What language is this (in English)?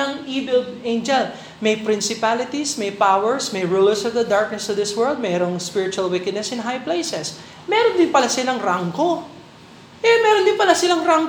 Filipino